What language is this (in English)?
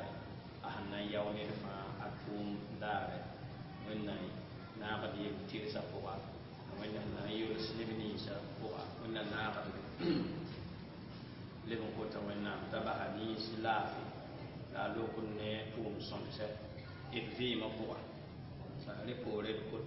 Mossi